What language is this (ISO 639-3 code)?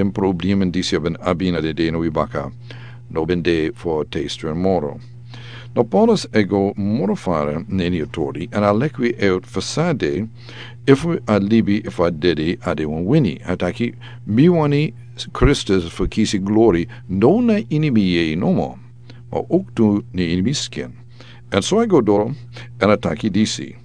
srn